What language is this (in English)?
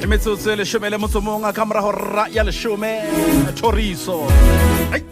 Southern Sotho